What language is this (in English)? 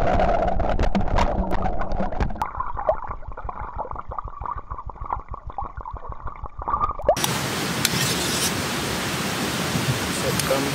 Malay